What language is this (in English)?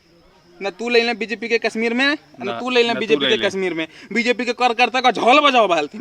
Magahi